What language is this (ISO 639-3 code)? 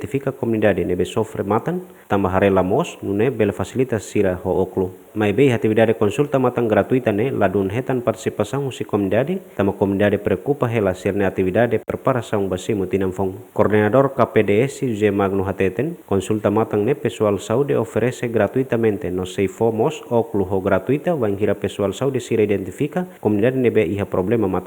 tet